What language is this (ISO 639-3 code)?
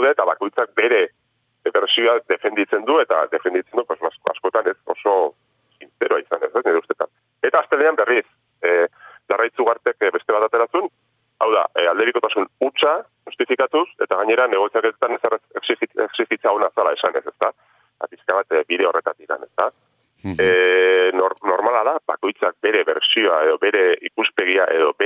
eus